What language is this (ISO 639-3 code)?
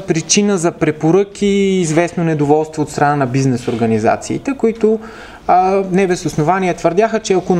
bul